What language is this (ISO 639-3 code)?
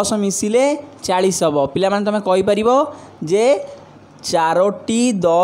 ori